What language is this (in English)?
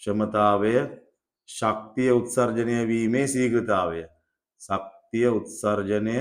Sinhala